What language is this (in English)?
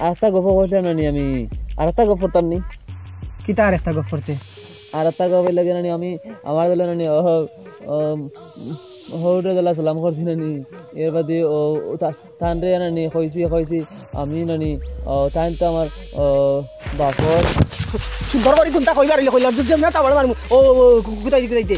Sylheti